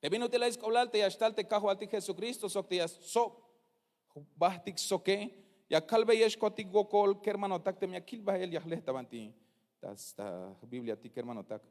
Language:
Tzeltal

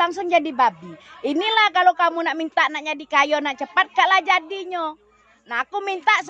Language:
Musi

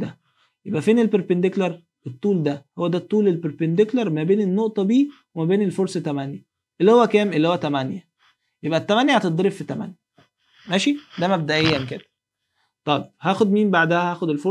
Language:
Egyptian Arabic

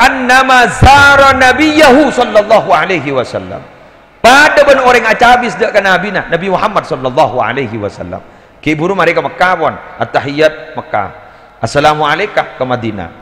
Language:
Madurese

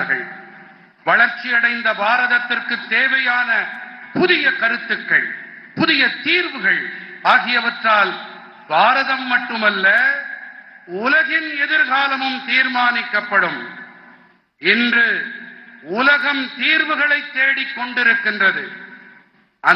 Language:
Tamil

